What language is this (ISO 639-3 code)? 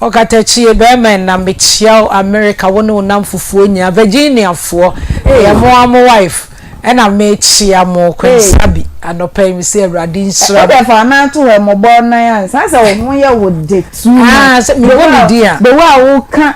aka